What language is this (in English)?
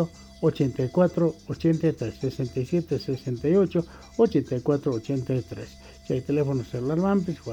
South Bolivian Quechua